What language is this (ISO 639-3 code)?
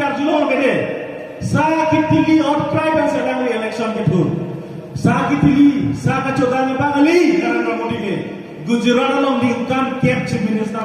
mjw